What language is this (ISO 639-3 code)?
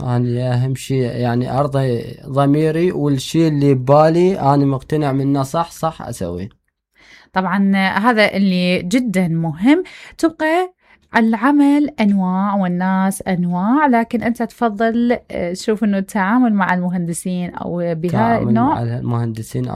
acm